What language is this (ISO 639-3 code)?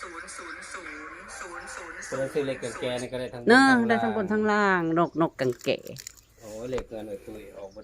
tts